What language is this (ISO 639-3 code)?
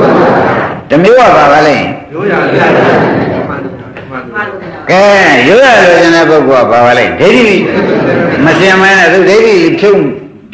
mya